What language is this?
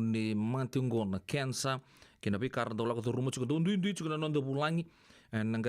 Fijian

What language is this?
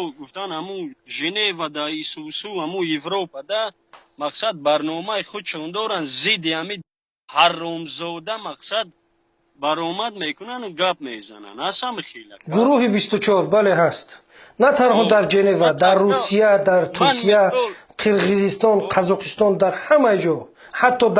Tajik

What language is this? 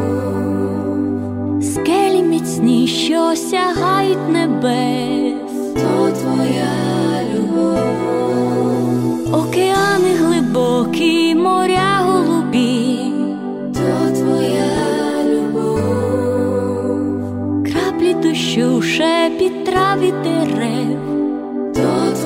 Ukrainian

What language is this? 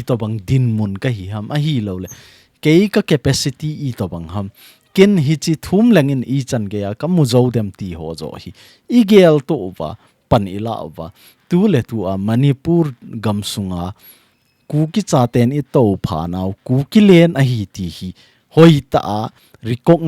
Thado Chin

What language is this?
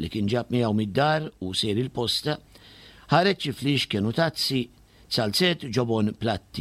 Maltese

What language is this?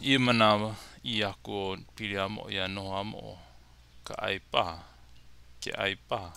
Hawaiian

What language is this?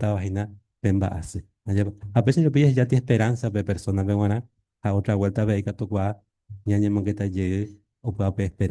Guarani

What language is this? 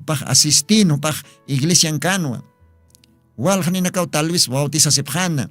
Aymara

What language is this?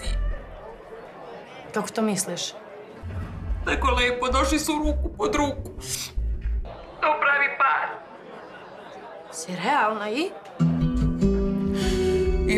Serbian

